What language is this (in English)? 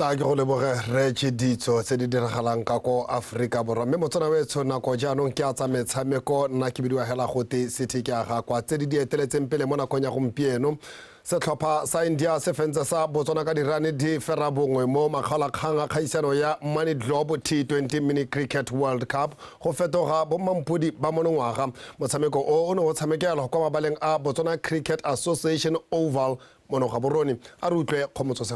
Tswana